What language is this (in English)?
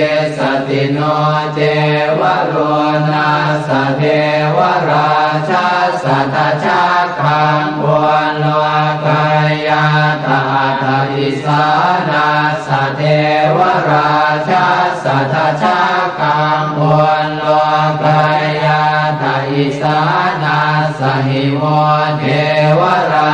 Pali